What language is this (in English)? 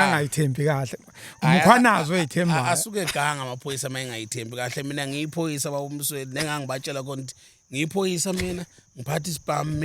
Zulu